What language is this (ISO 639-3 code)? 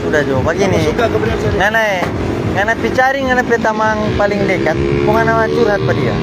xmm